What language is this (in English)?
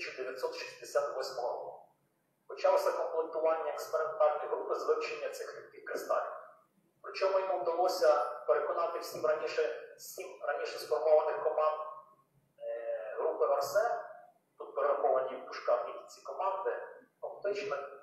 Ukrainian